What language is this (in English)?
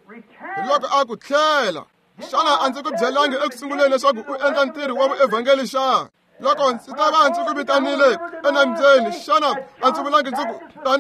Tsonga